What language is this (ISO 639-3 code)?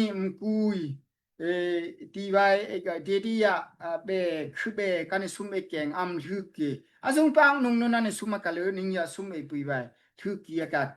dao